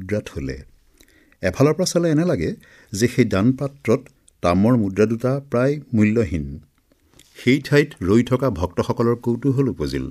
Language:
Assamese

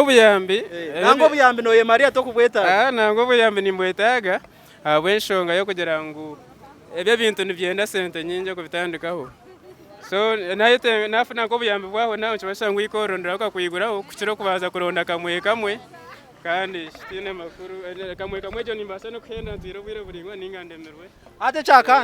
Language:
Nyankole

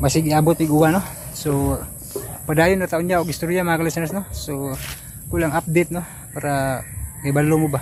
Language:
Cebuano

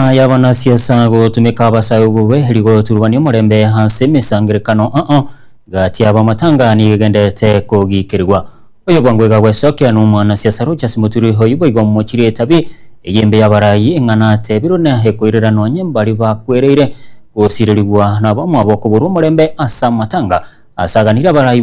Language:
Gusii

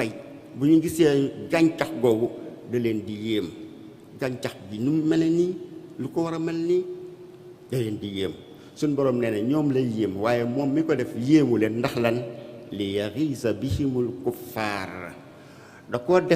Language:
Wolof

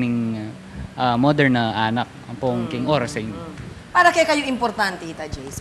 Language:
Pampanga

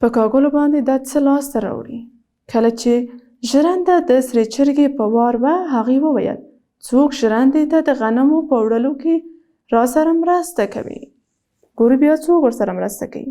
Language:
Pashto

